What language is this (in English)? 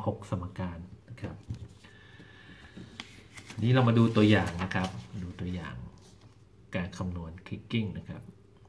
Thai